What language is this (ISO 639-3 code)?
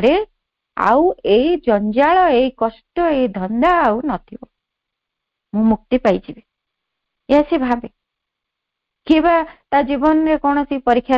ori